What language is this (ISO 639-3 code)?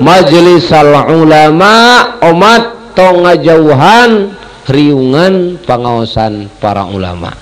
sun